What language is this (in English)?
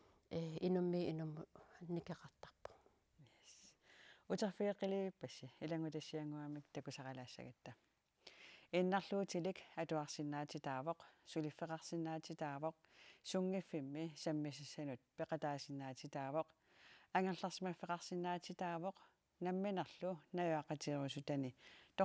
Kalaallisut